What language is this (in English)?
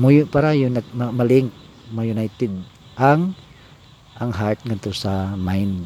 Cebuano